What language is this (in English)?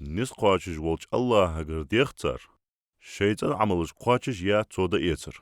Ingush